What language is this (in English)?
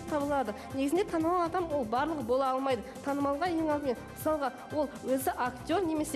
Kazakh